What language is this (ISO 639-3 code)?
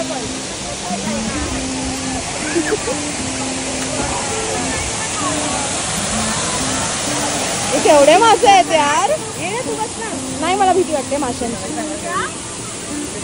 mar